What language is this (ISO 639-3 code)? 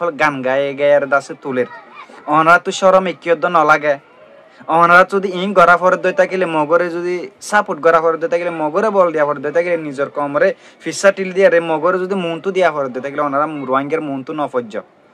rhg